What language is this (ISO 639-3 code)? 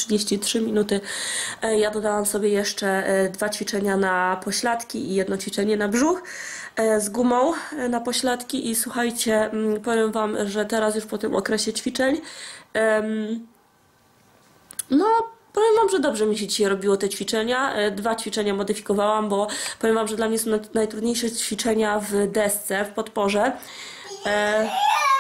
pol